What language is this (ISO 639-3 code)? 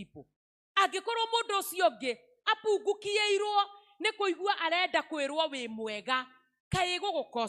kik